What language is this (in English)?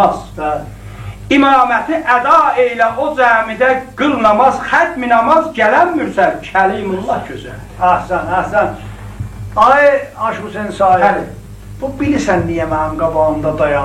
South Azerbaijani